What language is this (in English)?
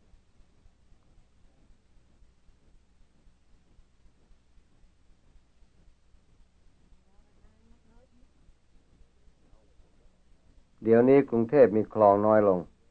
Thai